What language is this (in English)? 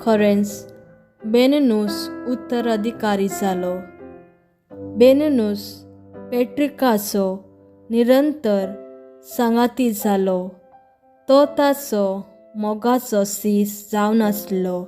Konkani